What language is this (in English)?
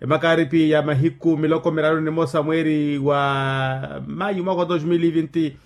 Makhuwa